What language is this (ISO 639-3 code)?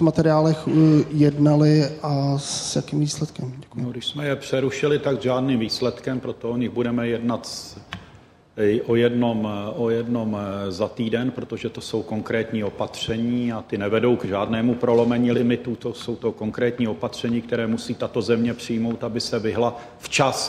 ces